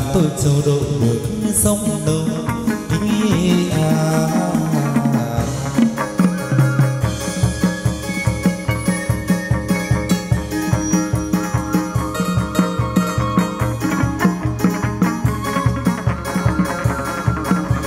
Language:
Vietnamese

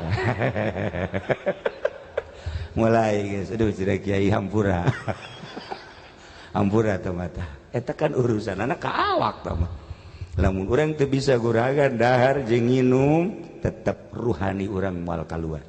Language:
Sundanese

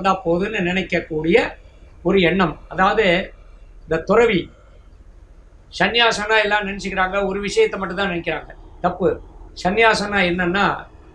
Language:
Tamil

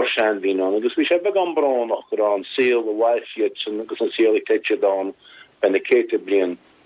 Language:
Irish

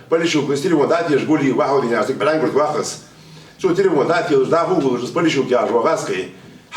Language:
Ingush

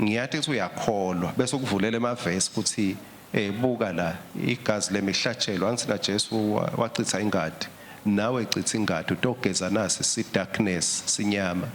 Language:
Swati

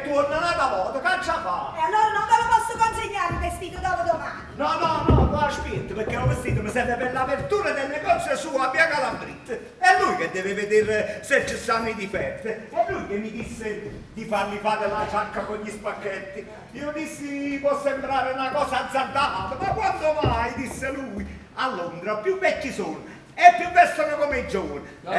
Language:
Neapolitan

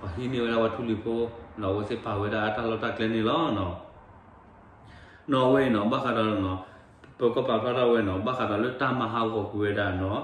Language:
S'gaw Karen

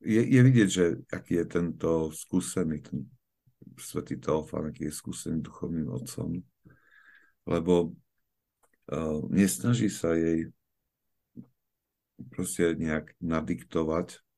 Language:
Slovak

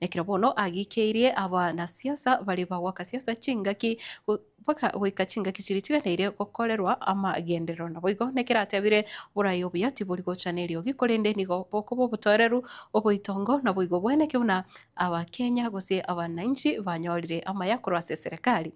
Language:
Gusii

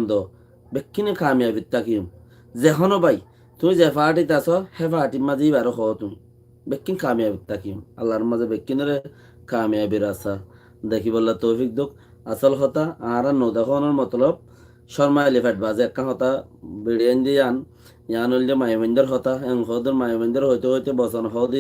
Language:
Rohingya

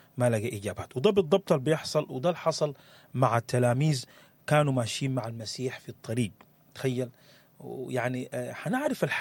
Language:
Sudanese Arabic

